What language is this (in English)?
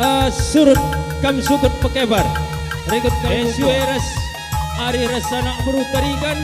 Batak Karo